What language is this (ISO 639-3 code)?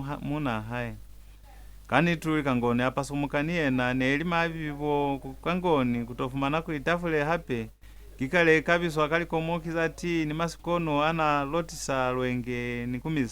loz